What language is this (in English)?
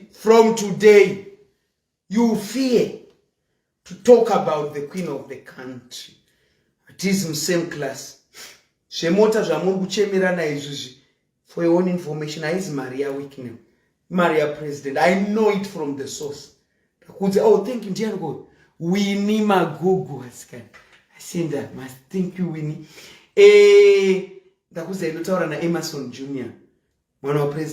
Shona